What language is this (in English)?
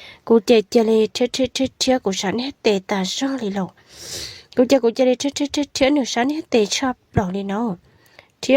Hmong